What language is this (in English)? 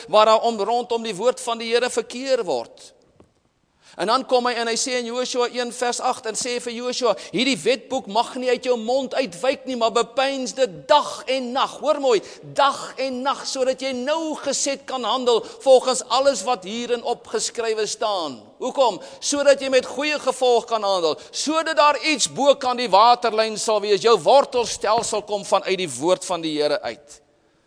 Afrikaans